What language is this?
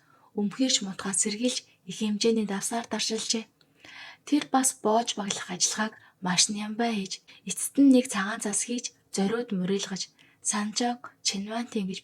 Mongolian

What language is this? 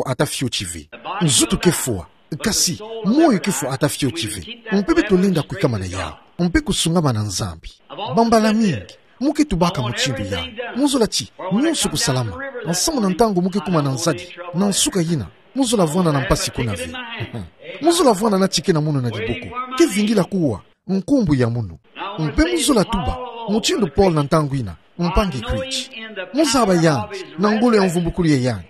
Kituba (Democratic Republic of Congo)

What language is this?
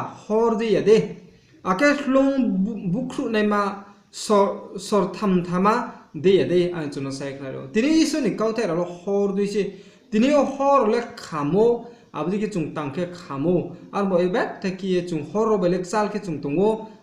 Riang (India)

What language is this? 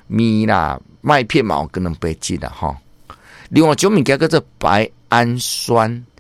Min Nan Chinese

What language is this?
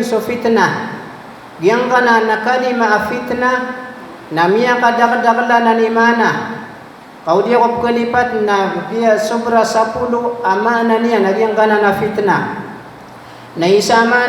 Maranao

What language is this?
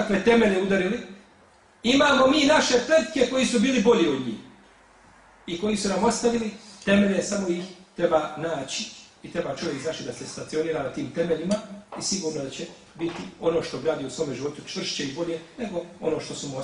Bosnian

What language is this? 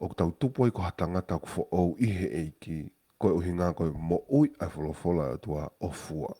Tongan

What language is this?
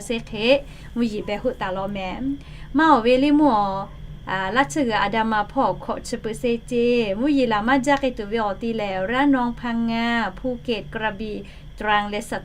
Lahu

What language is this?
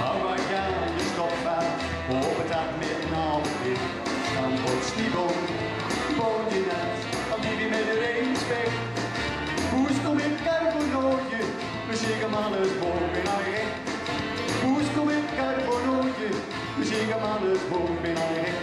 Gronings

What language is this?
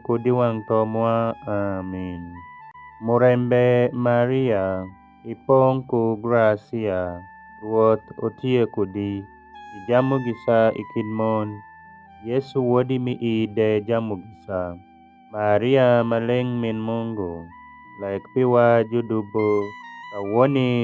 Alur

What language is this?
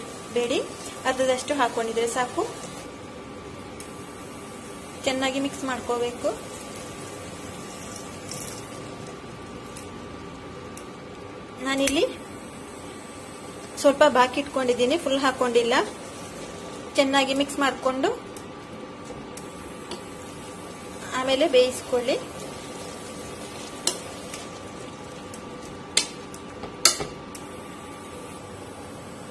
Kannada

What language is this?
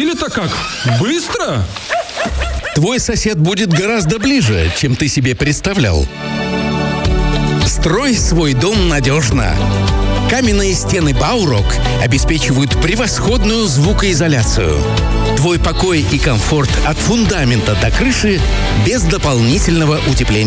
Russian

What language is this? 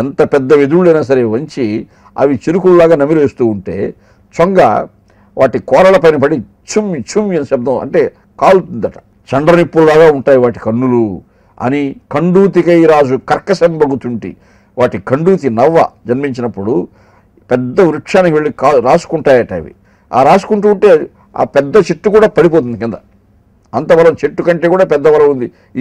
Telugu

